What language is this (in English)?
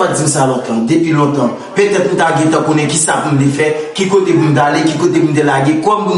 Haitian Creole